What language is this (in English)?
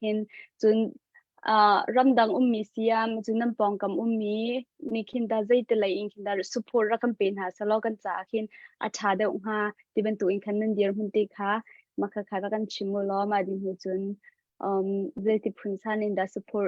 Hakha Chin